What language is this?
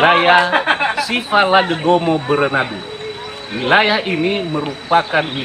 Nias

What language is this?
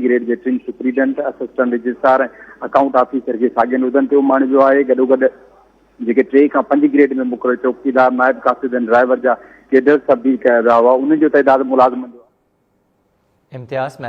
Sindhi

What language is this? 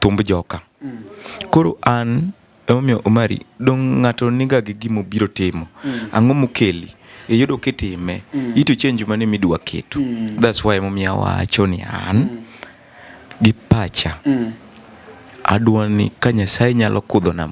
Luo (Kenya and Tanzania)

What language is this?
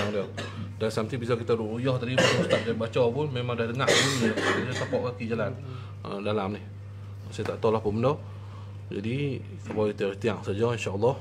Malay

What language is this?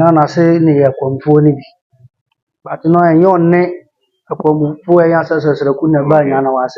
Akan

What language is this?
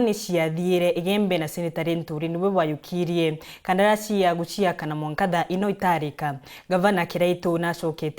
Meru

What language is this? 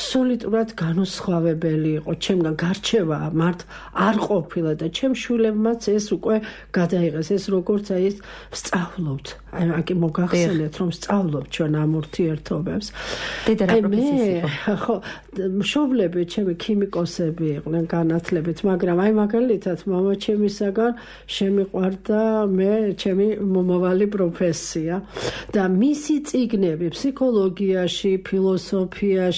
Georgian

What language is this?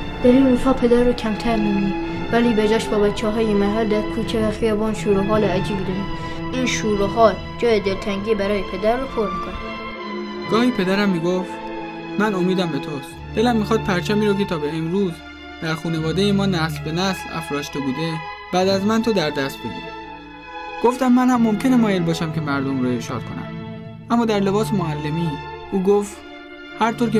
Persian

